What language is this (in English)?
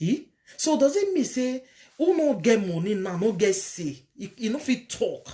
Nigerian Pidgin